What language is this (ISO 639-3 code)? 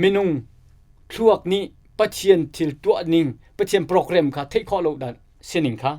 cnh